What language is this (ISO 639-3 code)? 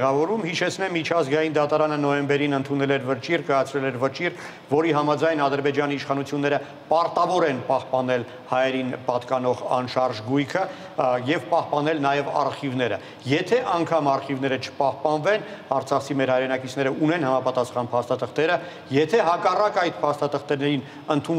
hye